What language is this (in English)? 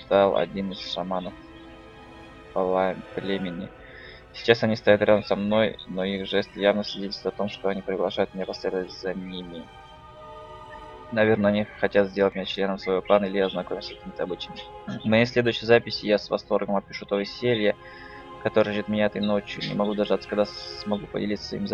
Russian